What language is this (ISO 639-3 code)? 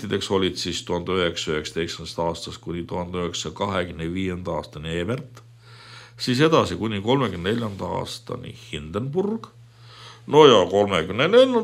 est